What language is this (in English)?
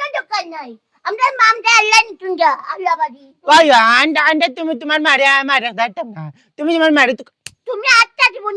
Sylheti